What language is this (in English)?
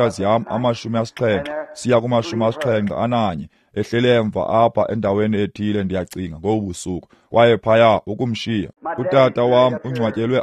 Xhosa